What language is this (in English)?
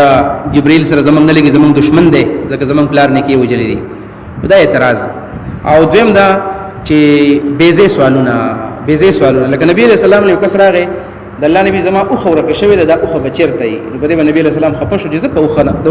Pashto